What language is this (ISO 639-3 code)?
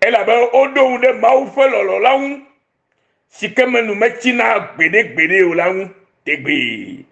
ewe